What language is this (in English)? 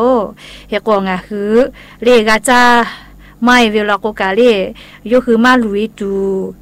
Thai